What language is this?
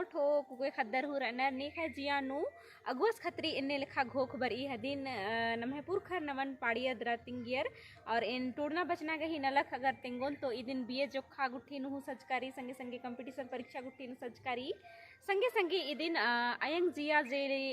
Kurukh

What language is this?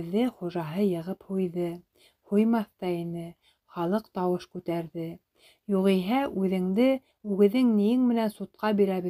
Bashkir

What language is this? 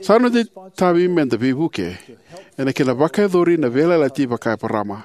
Fijian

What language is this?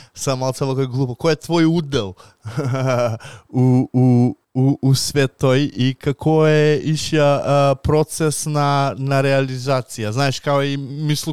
Macedonian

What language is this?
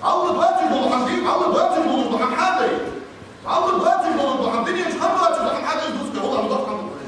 Ingush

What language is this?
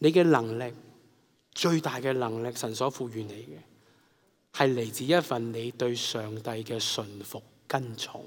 Cantonese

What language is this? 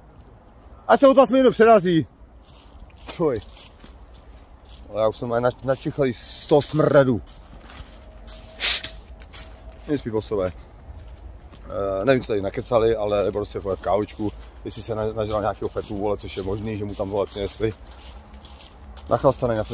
Czech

